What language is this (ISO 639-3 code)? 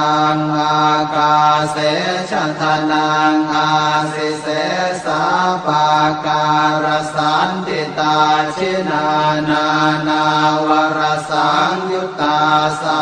pli